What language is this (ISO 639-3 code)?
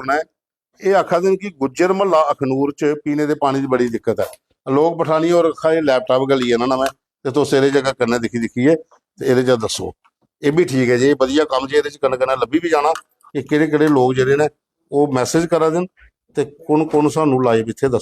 doi